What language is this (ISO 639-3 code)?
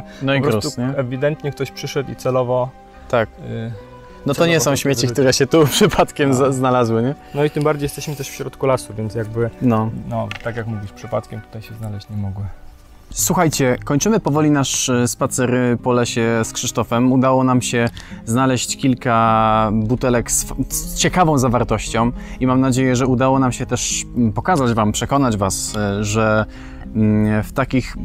pol